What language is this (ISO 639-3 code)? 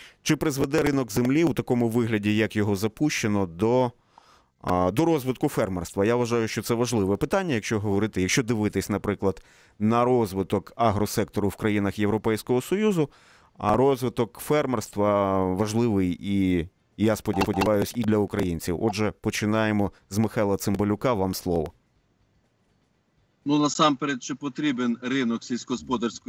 ukr